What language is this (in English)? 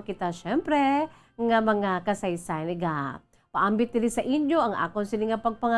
Hiligaynon